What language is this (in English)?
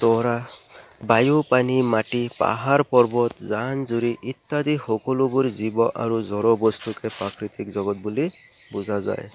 Assamese